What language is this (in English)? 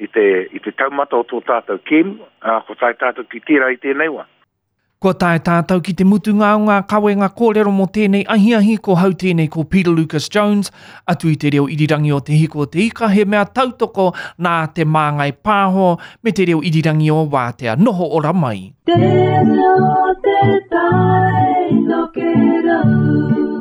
Māori